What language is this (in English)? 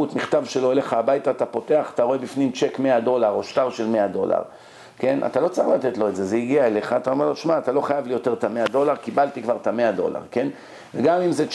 Hebrew